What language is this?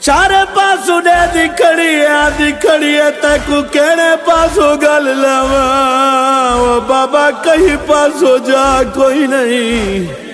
Saraiki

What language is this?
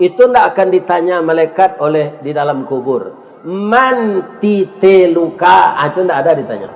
Minangkabau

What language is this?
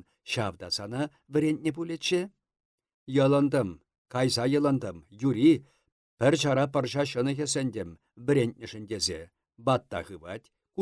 Chuvash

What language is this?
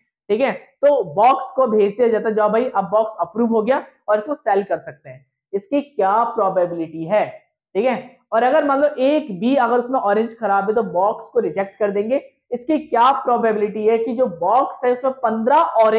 Hindi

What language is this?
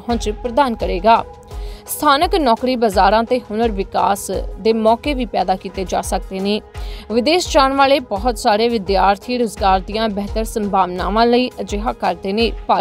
Punjabi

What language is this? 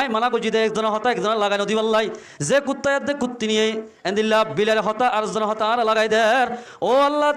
Rohingya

